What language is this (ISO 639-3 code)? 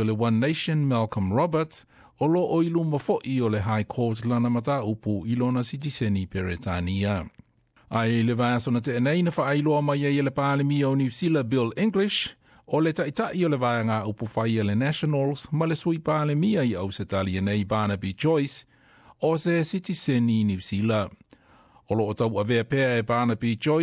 smo